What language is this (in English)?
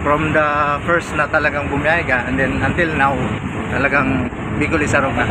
Bikol